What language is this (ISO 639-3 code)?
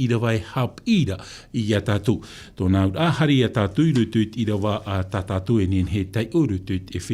tah